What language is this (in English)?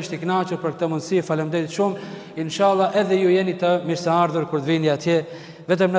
Albanian